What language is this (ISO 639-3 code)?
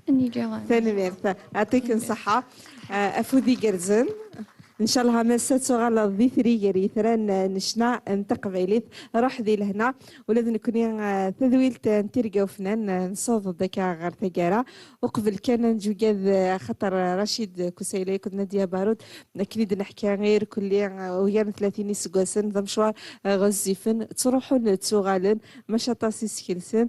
kab